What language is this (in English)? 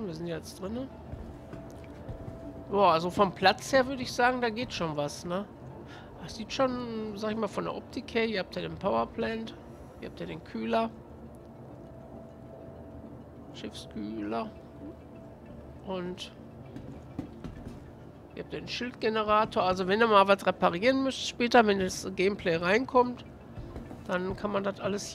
German